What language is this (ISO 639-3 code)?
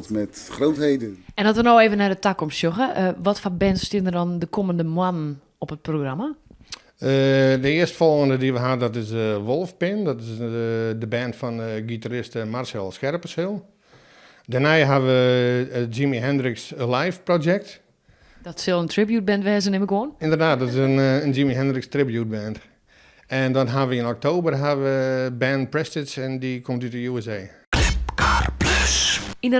fry